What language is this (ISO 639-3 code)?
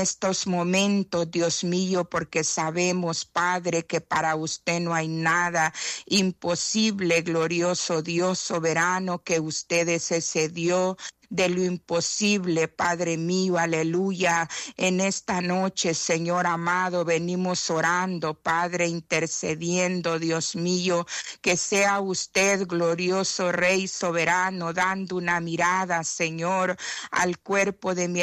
spa